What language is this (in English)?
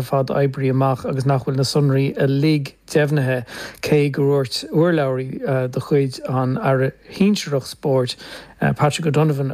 Irish